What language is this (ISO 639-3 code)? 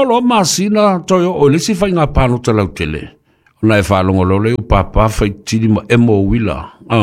smo